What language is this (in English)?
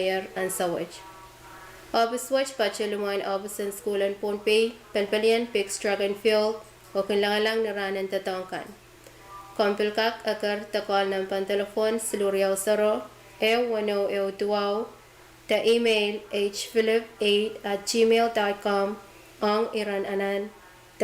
Pohnpeian